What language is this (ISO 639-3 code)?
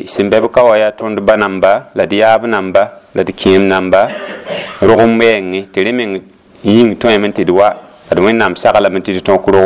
mos